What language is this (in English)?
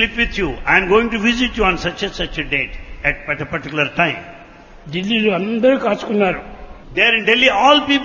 Telugu